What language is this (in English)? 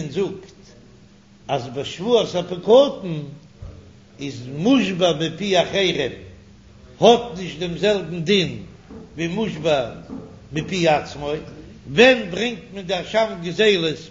Yiddish